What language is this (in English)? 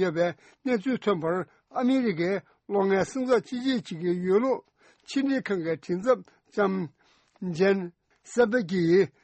Tibetan